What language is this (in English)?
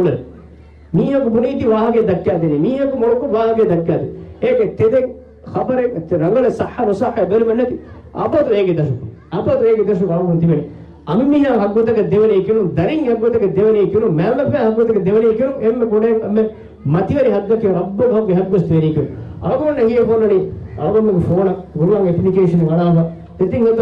Divehi